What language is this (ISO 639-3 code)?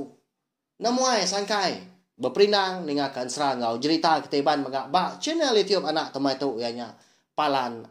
iba